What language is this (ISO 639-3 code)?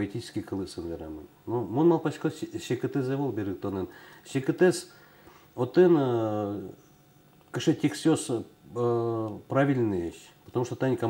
udm